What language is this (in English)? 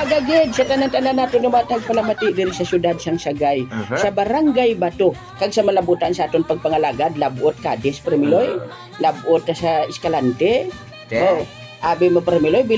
Hiligaynon